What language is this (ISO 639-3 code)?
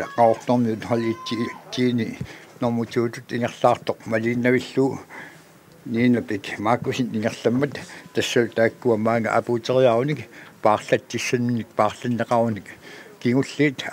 kal